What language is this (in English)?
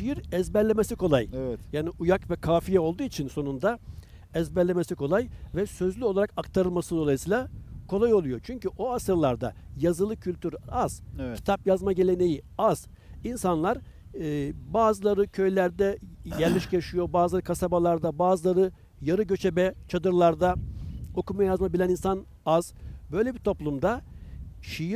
Turkish